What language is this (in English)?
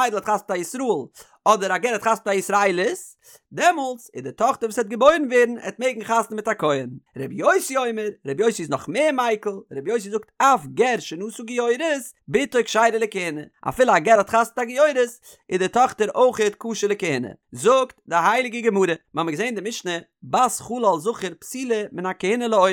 Yiddish